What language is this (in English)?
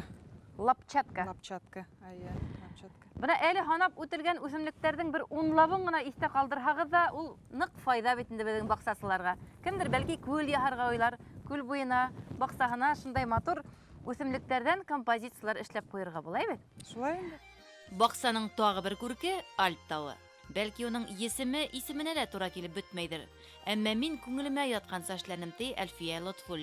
Bashkir